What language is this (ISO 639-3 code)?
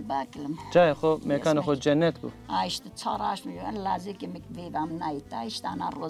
zza